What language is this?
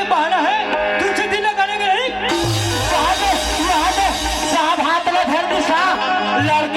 Chhattisgarhi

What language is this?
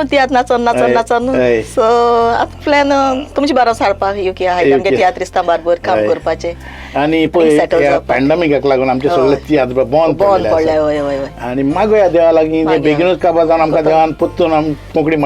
Konkani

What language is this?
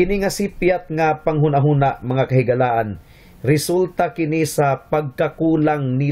Cebuano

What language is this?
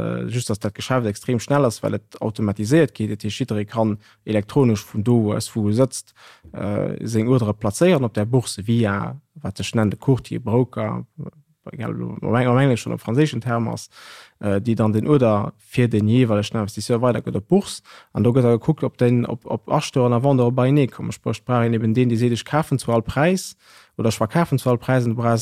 Luxembourgish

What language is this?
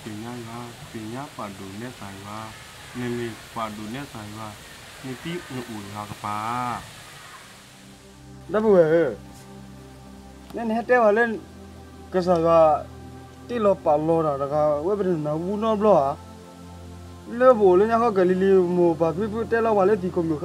S'gaw Karen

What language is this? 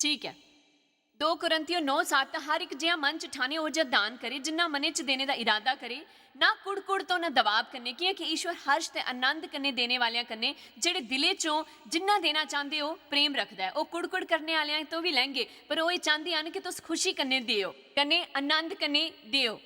Dogri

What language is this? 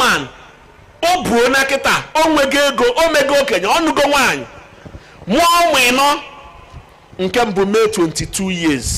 Igbo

